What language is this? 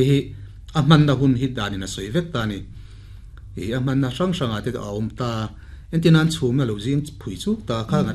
Mizo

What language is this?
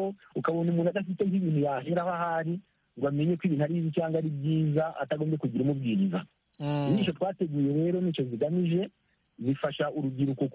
Kinyarwanda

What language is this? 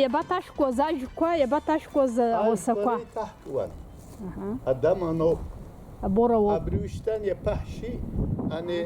Abkhazian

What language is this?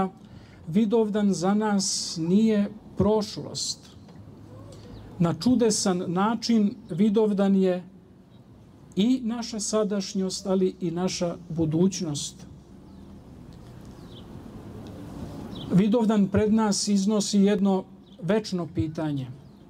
Serbian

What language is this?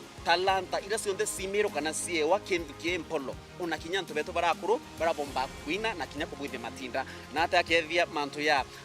Meru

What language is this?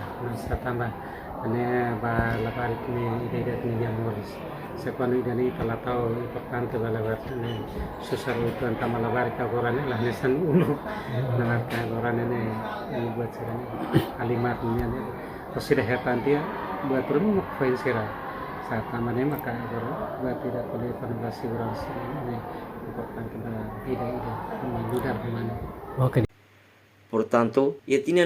Tetum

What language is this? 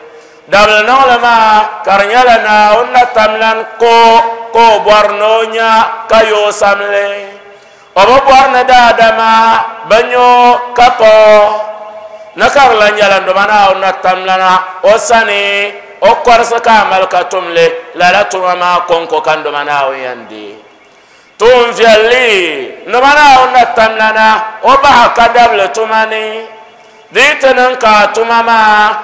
Dagbani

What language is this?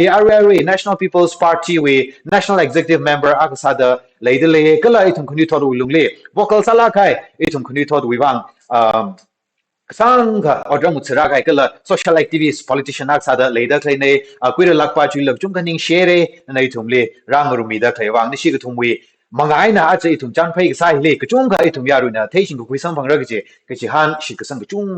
Tangkhul Naga (India)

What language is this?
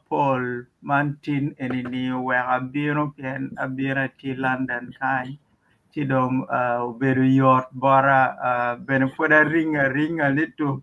Acoli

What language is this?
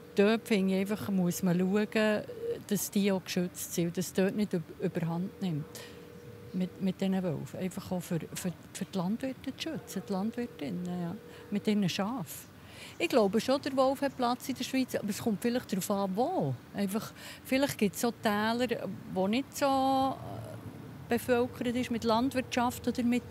Swiss German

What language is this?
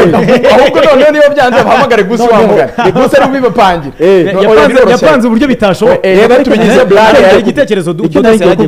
Kinyarwanda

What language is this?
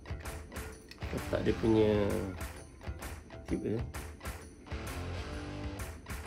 Malay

